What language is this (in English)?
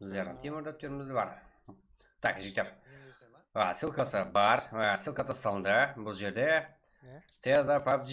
Kara-Kalpak